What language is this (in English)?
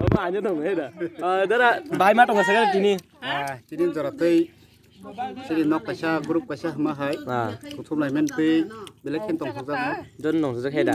Kok Borok